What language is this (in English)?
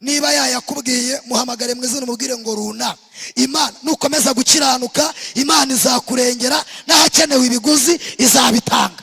Kinyarwanda